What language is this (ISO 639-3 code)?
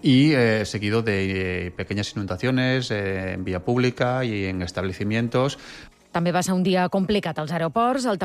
cat